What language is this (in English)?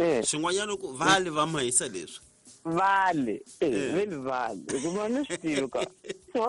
Tsonga